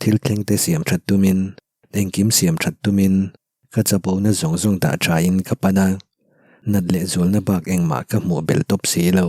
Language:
Mizo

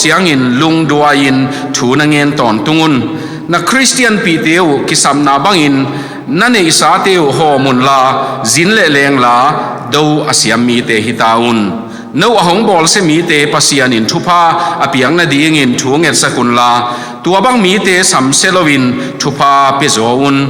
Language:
Tedim Chin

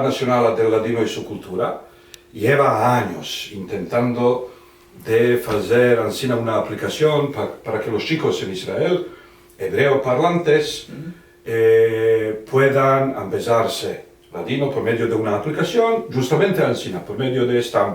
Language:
Ladino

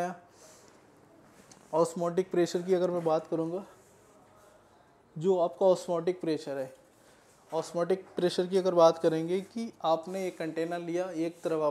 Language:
Hindi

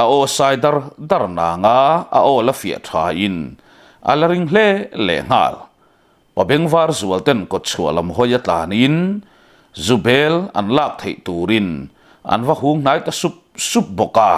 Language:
Mizo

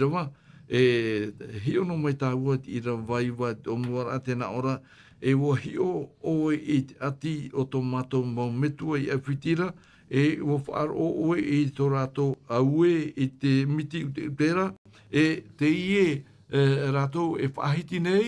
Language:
Tahitian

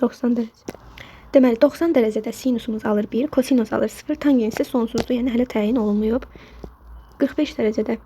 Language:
Azerbaijani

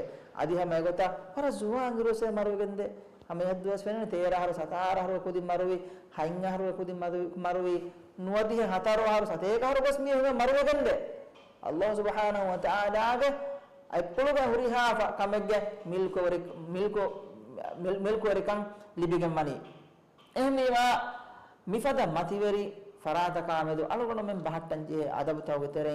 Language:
Divehi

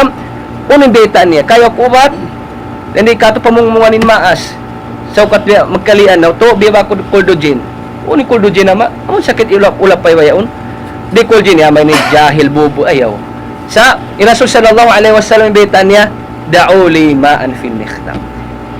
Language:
Tausug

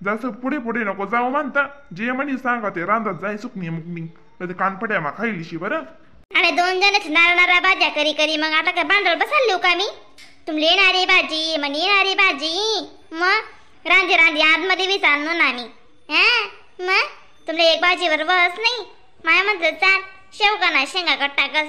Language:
Khandesi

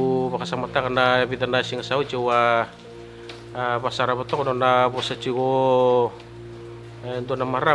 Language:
Fijian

